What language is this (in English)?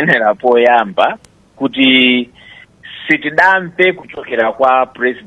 Nyanja